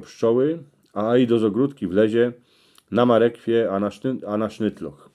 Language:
Silesian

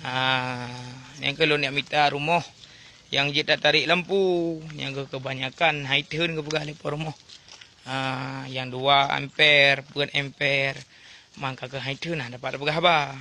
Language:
Achinese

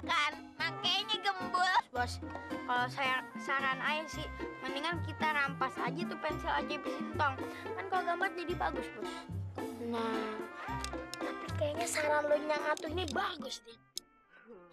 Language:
Betawi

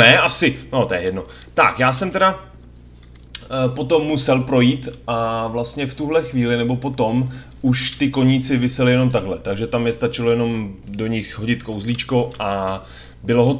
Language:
Czech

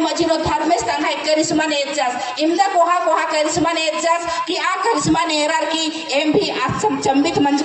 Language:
Kurukh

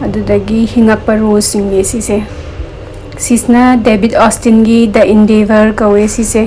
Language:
Manipuri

